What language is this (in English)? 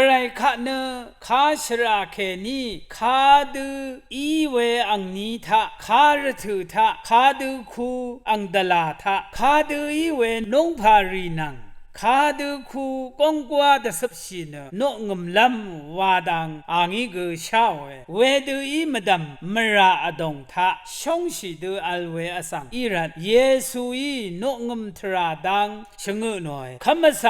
Rawang